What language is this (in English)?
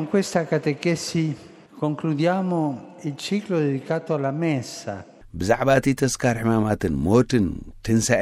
Tigrinya